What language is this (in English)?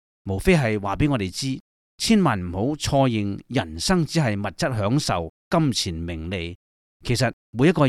Cantonese